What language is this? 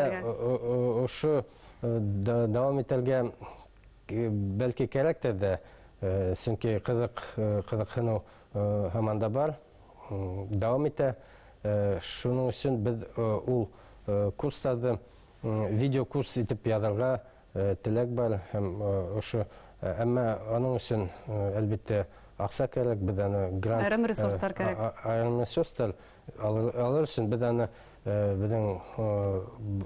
Bashkir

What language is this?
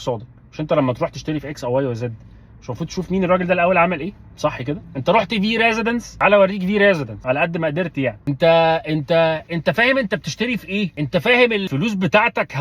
Egyptian Arabic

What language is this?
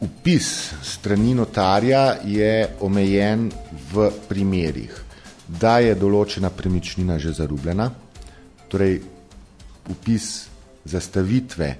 Slovenian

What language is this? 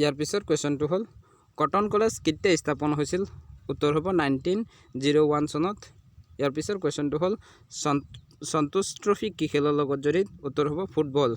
Assamese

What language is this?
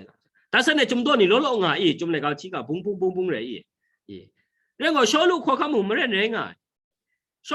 Kachin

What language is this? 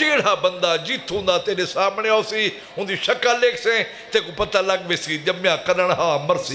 Saraiki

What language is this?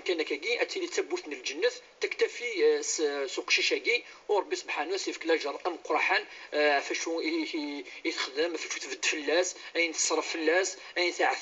Kabyle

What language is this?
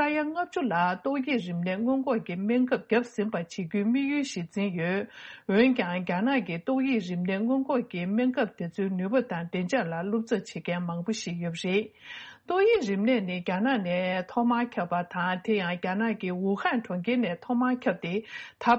Tibetan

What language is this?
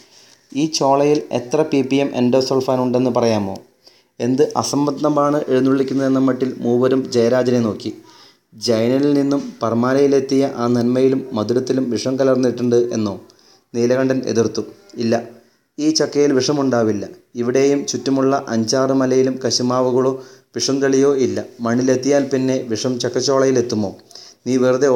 Malayalam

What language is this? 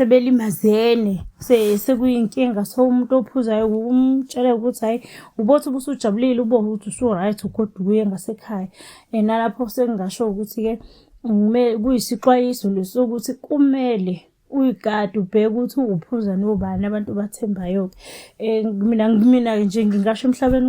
Zulu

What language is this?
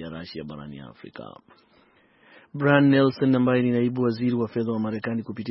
Swahili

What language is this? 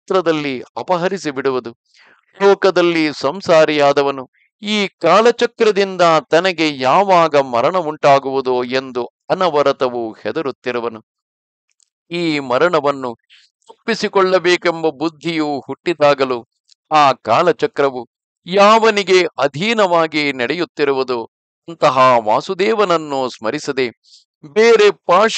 Kannada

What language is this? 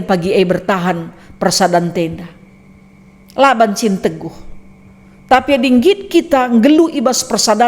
Batak Karo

